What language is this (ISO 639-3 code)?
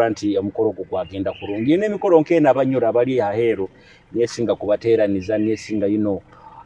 nyo